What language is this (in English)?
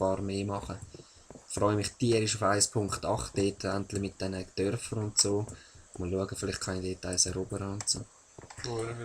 Swiss German